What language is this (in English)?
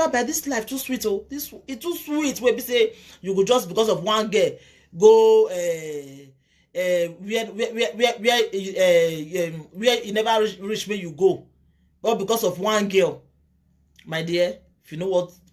Nigerian Pidgin